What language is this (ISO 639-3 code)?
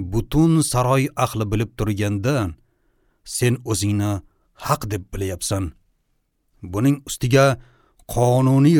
uzb